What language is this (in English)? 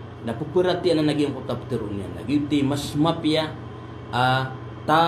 Maranao